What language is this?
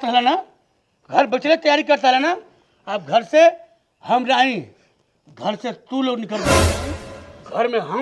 Bhojpuri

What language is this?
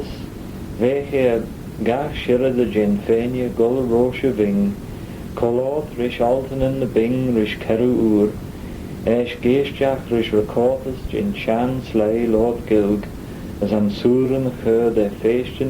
Manx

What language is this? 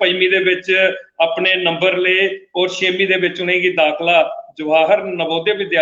Dogri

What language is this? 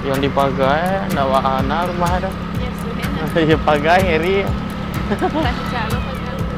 Minangkabau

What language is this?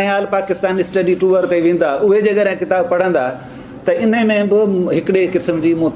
Sindhi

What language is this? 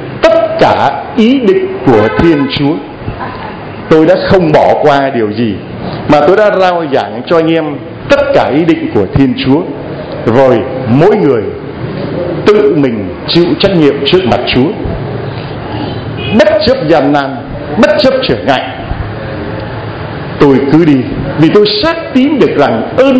Vietnamese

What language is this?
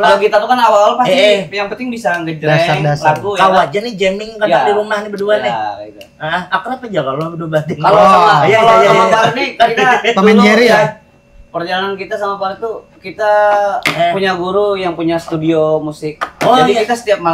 Banjar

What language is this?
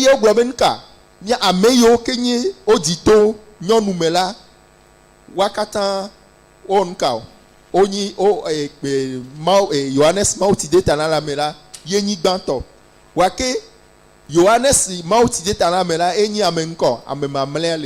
Ewe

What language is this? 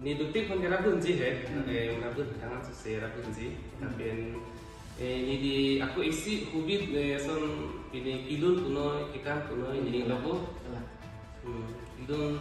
Karbi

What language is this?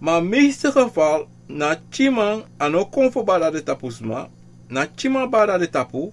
Sranan Tongo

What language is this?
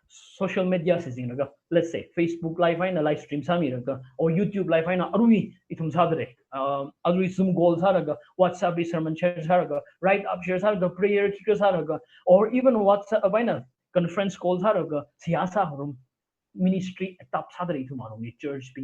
Tangkhul Naga (India)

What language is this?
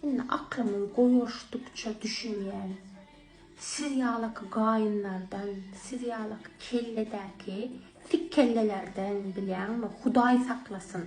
Turkmen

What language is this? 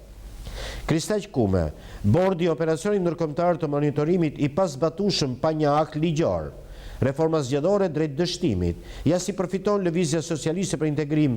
Albanian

